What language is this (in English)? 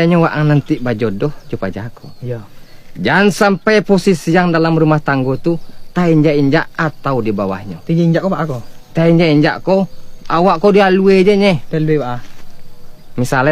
Minangkabau